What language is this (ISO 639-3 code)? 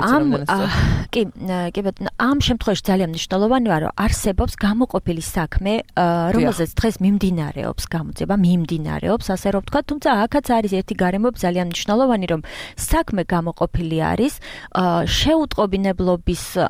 kat